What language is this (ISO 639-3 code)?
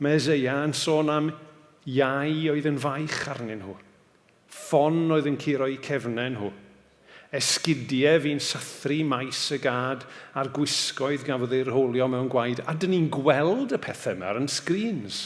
cym